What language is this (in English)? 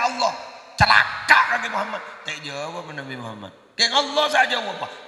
Madurese